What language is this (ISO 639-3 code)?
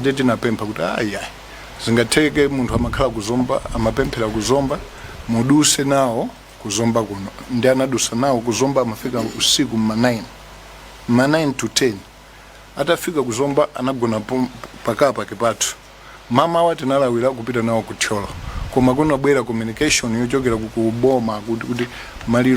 nya